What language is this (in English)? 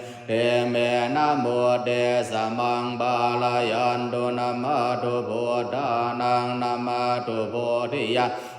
Pali